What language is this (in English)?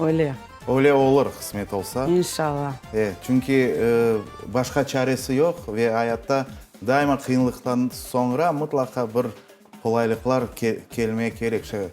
Crimean Tatar